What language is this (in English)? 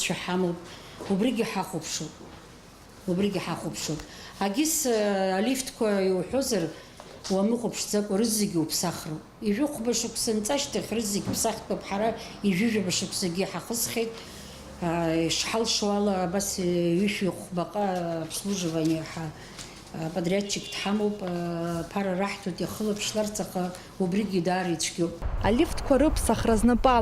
Abkhazian